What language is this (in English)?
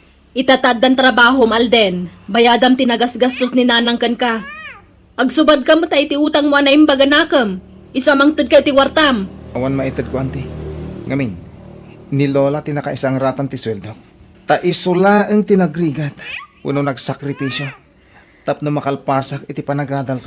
Iloko